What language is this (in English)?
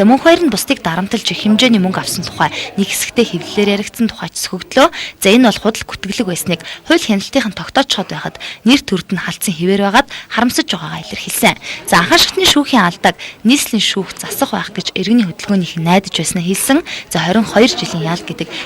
Mongolian